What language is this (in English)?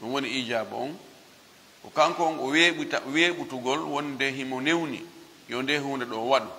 Fula